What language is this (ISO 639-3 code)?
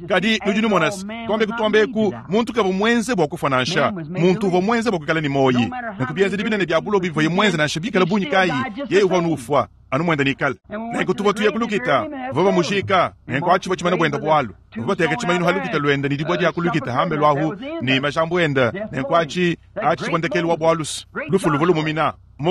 lua